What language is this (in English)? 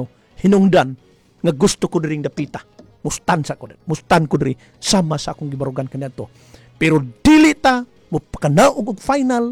Cebuano